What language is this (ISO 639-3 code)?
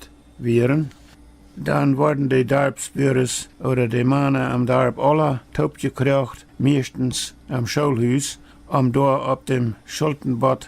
pdt